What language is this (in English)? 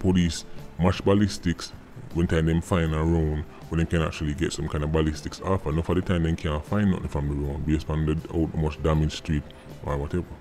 Jamaican Creole English